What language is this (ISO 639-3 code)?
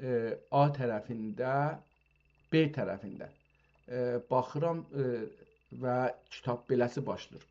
azb